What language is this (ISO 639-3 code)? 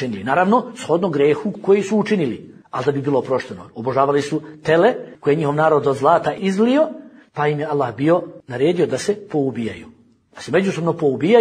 bos